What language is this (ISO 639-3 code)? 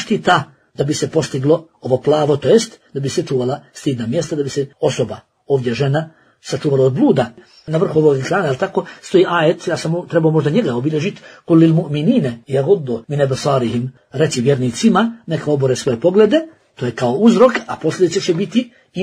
bos